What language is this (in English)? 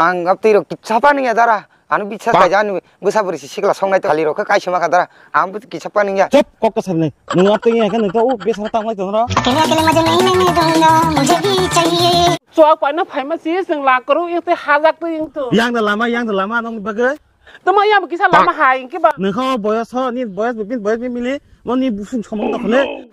Kok Borok